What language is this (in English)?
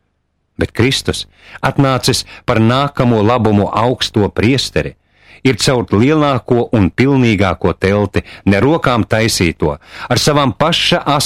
Latvian